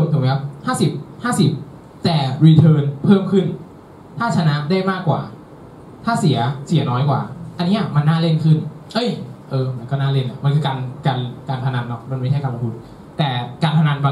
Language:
Thai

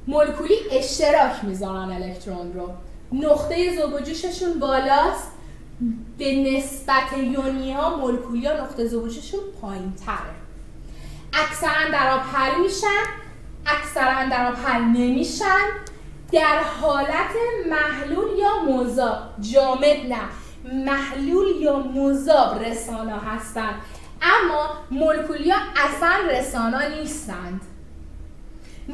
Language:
Persian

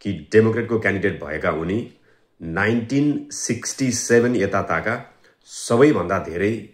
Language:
Nepali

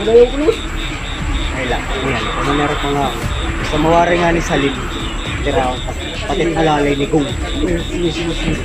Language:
Waray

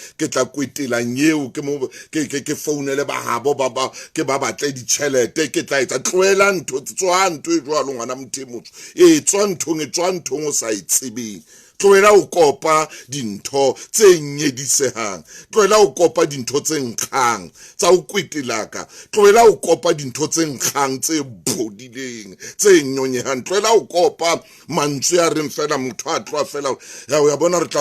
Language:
Southern Sotho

